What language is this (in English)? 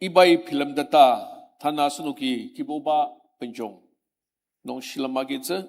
Ao Naga